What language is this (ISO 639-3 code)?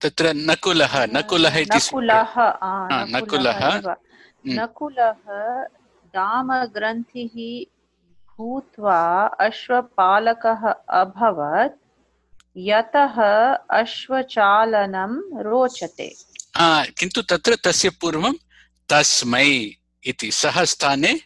san